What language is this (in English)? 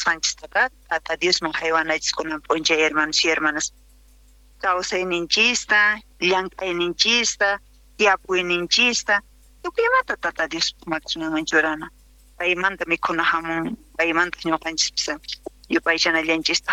South Bolivian Quechua